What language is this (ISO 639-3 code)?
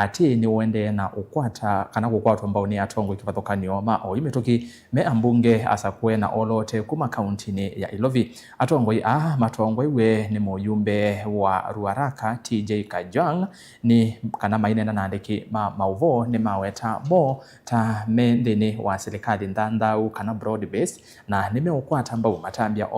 kam